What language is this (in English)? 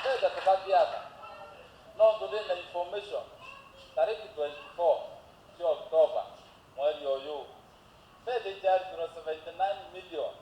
Meru